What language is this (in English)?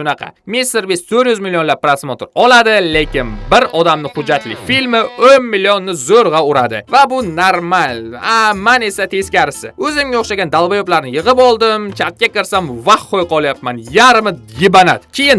Uzbek